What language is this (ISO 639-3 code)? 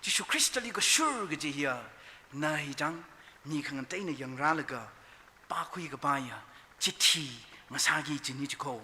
nmf